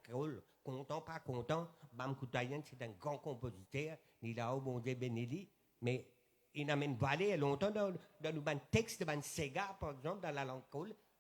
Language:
Morisyen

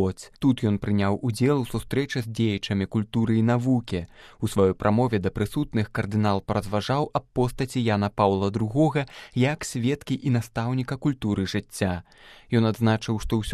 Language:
Belarusian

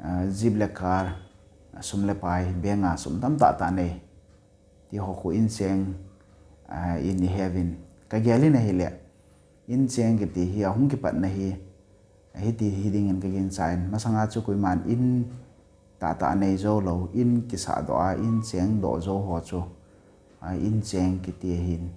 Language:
Thado Chin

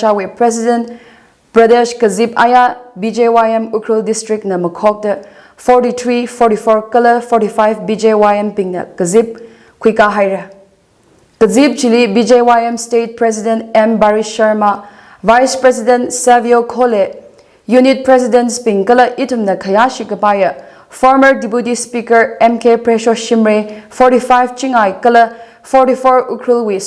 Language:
Tangkhul Naga (India)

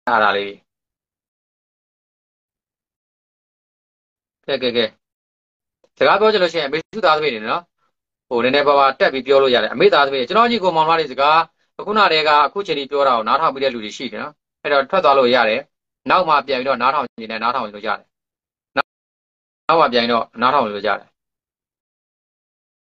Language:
Burmese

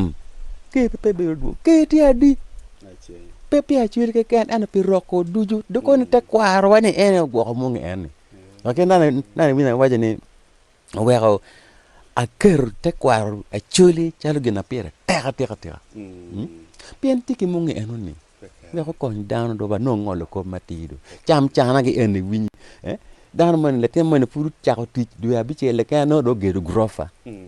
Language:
Acoli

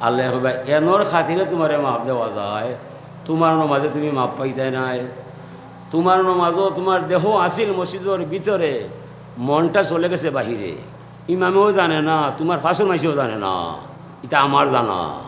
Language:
Sylheti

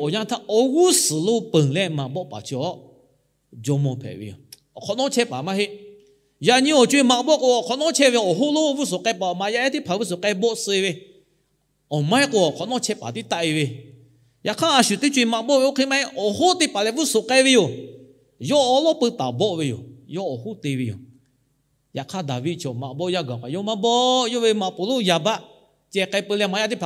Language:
Lahu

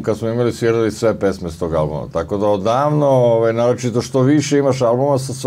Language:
Serbian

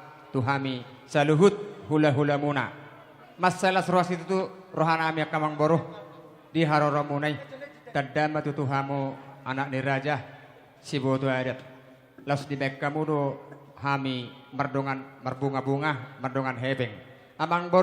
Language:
Batak Toba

